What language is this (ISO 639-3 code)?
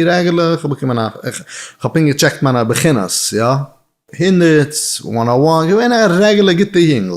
yid